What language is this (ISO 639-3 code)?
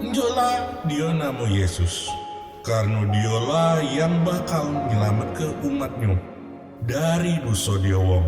mui